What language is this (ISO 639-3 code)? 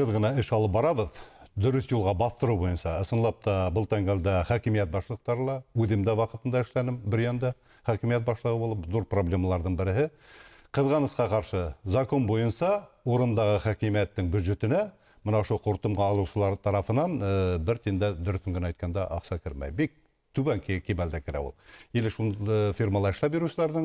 bak